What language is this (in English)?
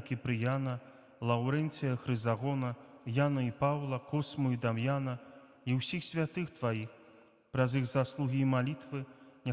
Belarusian